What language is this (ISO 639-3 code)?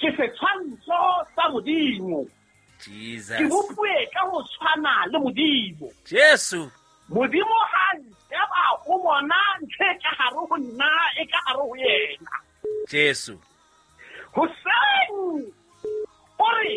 sot